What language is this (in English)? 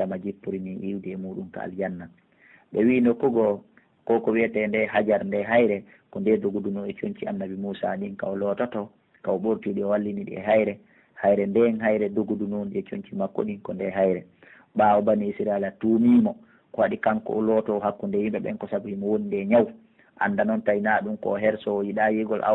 Pular